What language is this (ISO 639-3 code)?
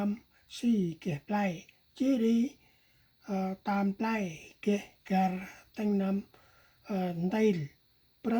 cmo